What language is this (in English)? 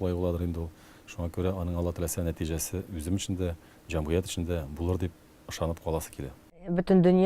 Tatar